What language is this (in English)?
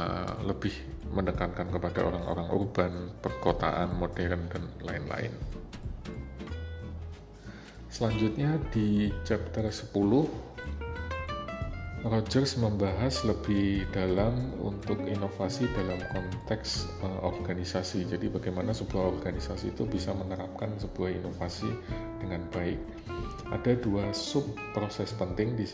Indonesian